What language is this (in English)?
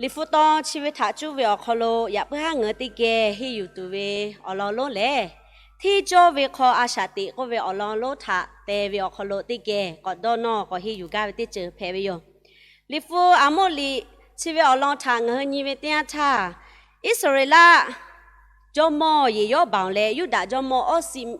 Lahu